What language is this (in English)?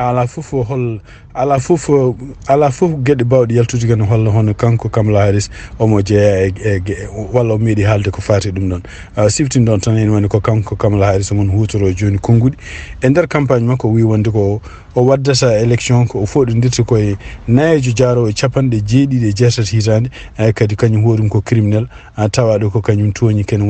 Fula